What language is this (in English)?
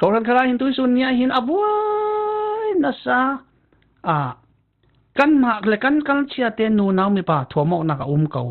Falam Chin